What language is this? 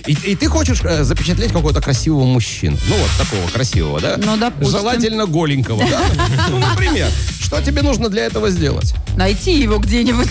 Russian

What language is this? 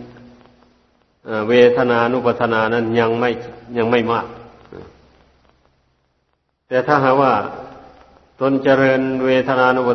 Thai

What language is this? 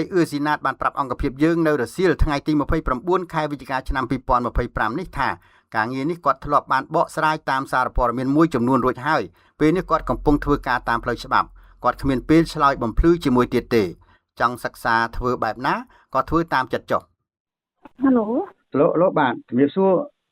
Khmer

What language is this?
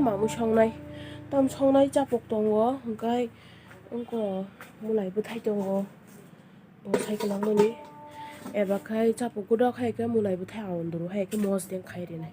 Kok Borok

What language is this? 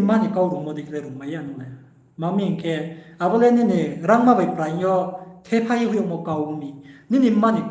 Riang (India)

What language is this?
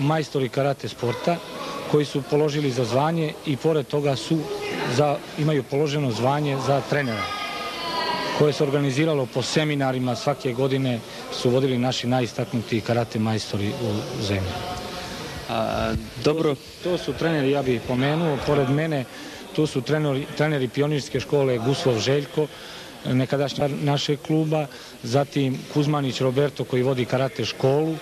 Croatian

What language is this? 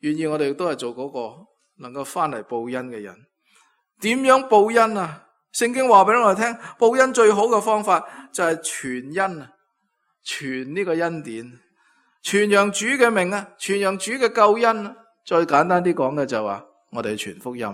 Cantonese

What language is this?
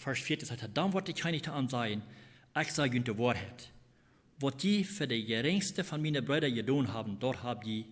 Plautdietsch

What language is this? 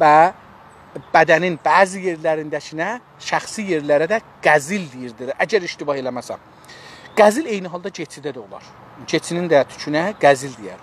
South Azerbaijani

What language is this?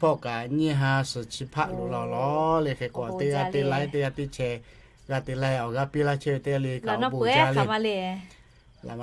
Lahu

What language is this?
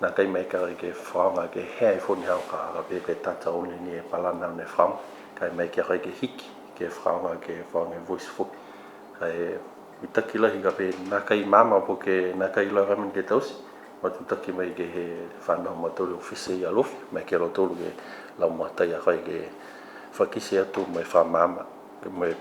Niuean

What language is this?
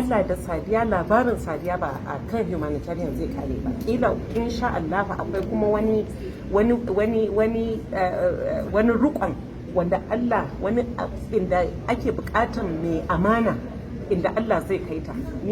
Hausa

